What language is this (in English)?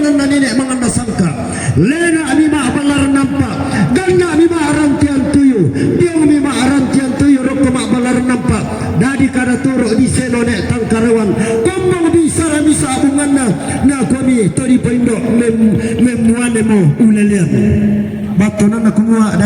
Toraja-Sa'dan